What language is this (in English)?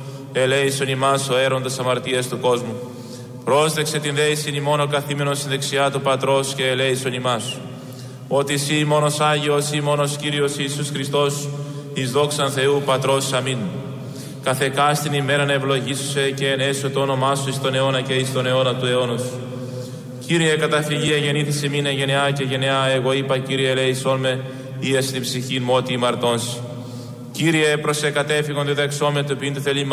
Greek